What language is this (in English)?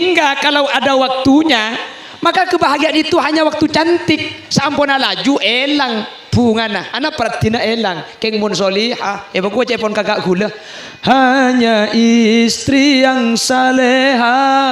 Madurese